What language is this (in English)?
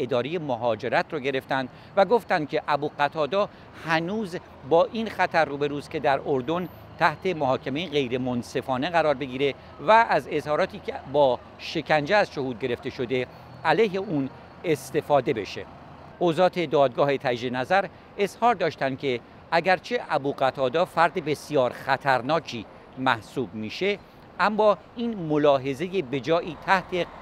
Persian